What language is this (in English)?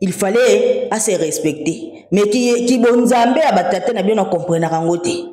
Lingala